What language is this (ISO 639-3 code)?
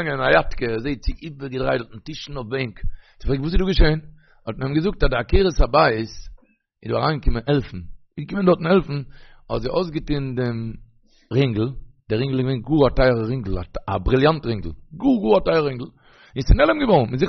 yid